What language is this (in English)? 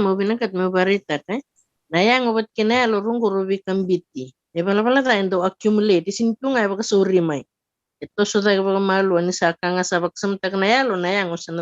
Fijian